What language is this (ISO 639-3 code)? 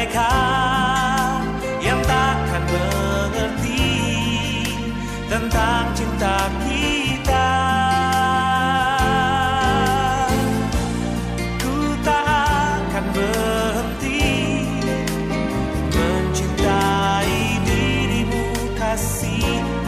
ind